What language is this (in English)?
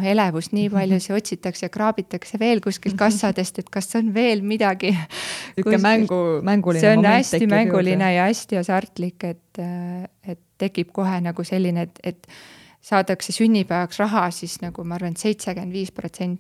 Estonian